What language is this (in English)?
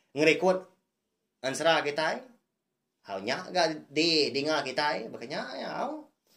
Iban